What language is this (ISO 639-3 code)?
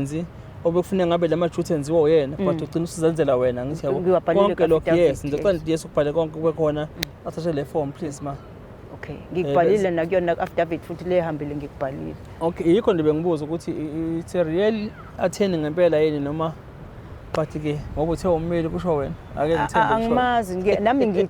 zul